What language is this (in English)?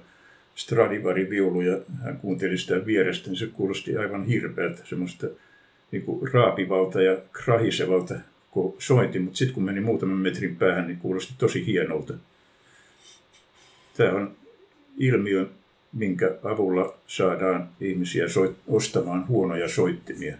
Finnish